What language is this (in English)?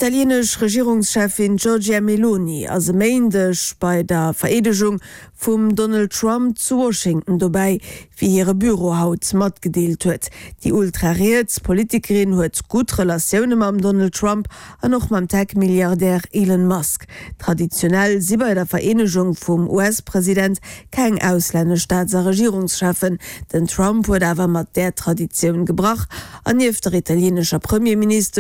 Luxembourgish